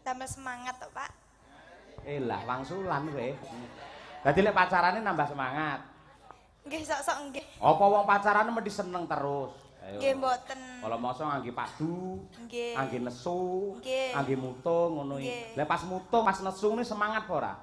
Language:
Javanese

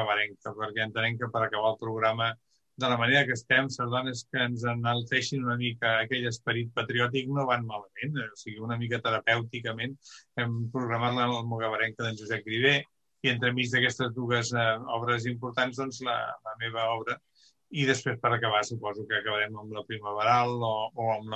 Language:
Catalan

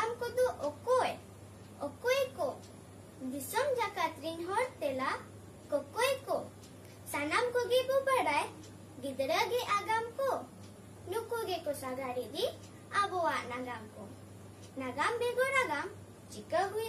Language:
Santali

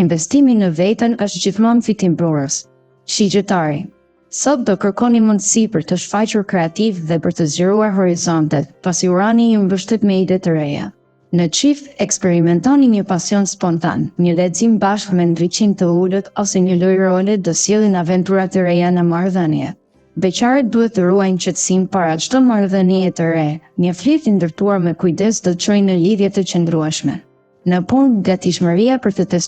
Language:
Albanian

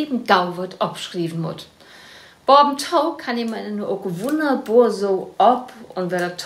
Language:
Low German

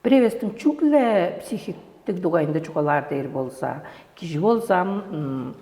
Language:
Tuvinian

